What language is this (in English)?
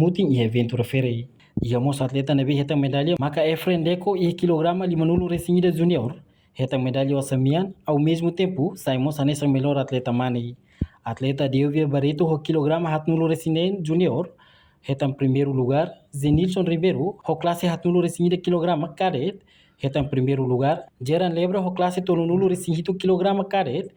Tetum